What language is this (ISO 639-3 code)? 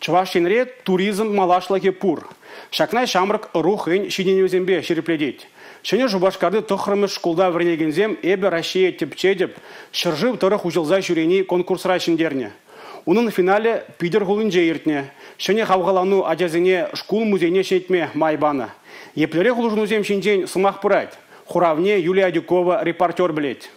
chv